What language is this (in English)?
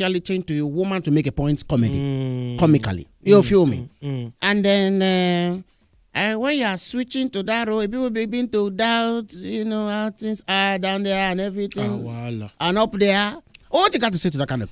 Nigerian Pidgin